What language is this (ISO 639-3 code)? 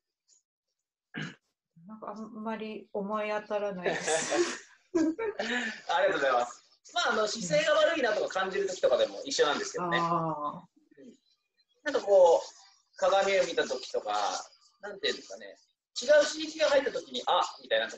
jpn